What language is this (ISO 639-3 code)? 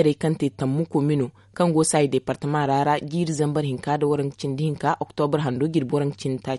dje